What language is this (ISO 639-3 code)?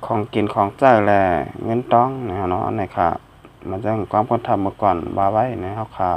shn